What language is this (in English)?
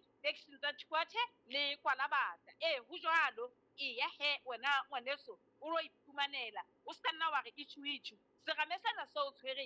Southern Sotho